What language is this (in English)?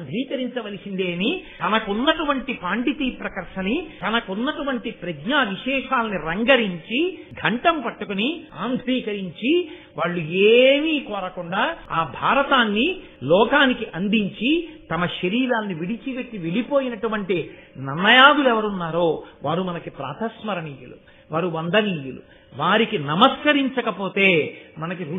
Telugu